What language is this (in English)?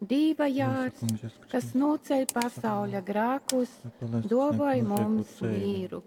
Latgalian